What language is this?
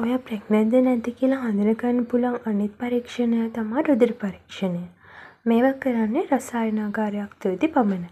Sinhala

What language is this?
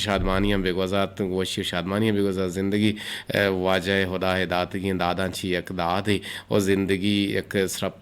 Eastern Balochi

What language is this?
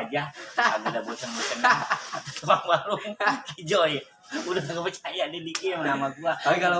Betawi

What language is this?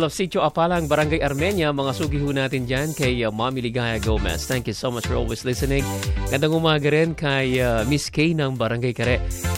Filipino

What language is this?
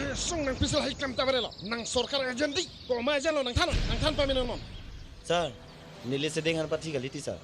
Karbi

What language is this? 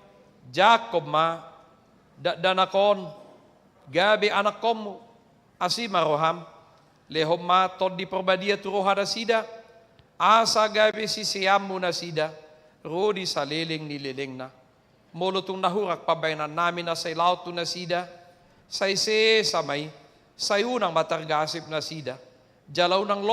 Batak Toba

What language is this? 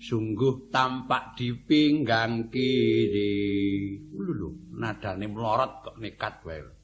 Javanese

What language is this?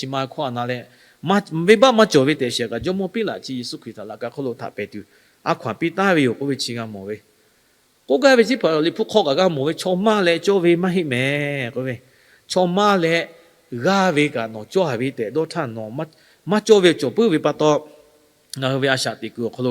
Lahu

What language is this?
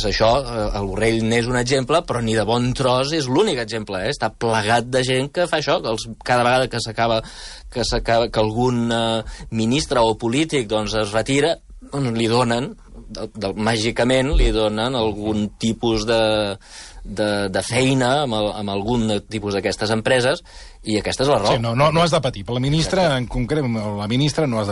Catalan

